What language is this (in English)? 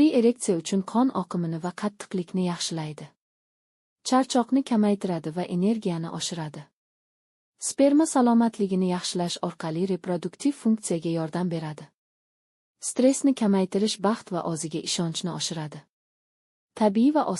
Uzbek